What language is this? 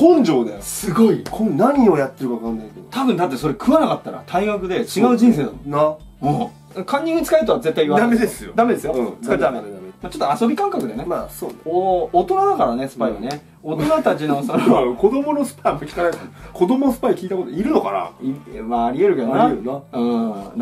Japanese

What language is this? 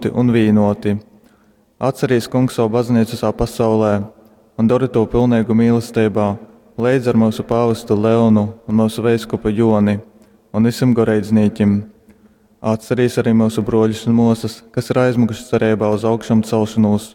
Latgalian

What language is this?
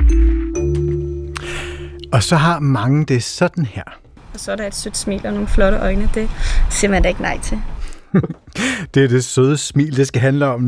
Danish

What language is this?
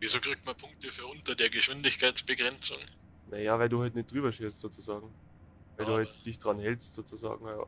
Bavarian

